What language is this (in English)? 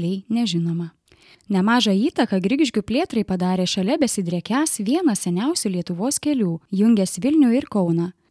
Lithuanian